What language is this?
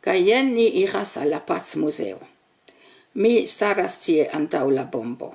Esperanto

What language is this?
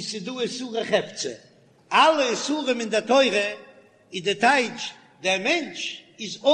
Yiddish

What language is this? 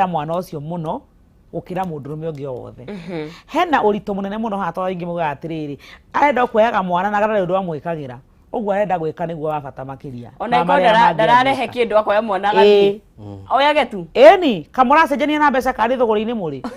Kikuyu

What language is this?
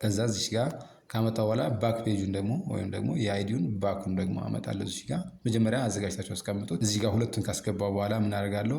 Amharic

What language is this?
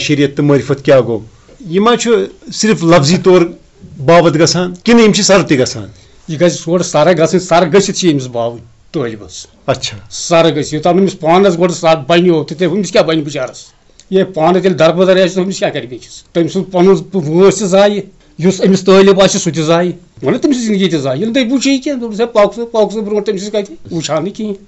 Kashmiri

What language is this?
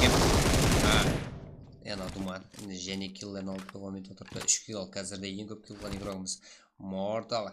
Kara-Kalpak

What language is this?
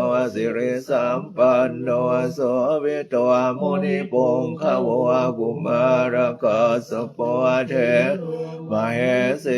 Pali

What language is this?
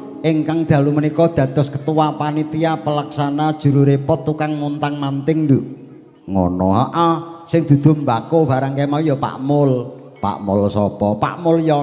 Javanese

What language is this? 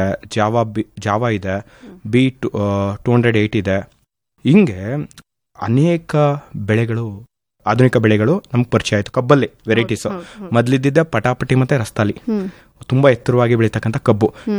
Kannada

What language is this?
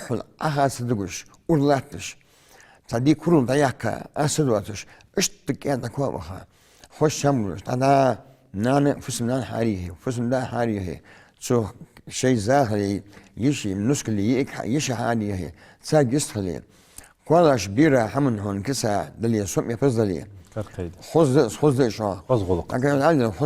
Ingush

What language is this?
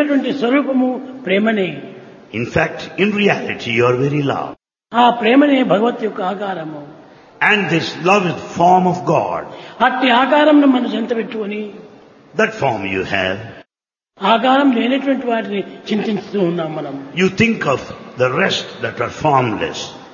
Telugu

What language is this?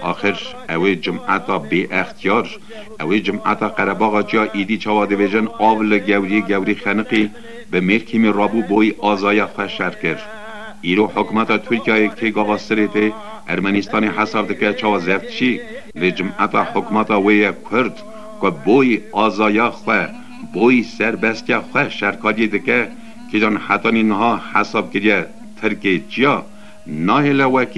Kurdish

